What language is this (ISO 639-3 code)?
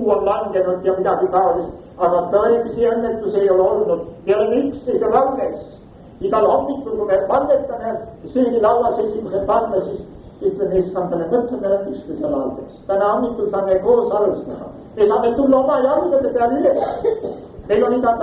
est